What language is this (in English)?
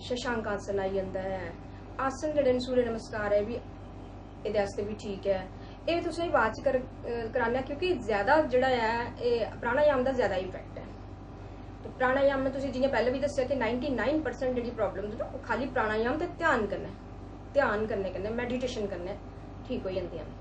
Dogri